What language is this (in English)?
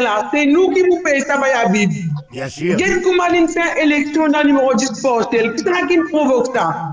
Morisyen